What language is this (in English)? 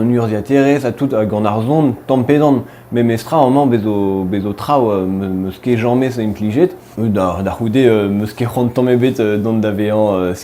Breton